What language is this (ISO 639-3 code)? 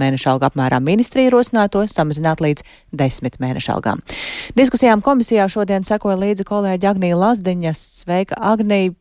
lav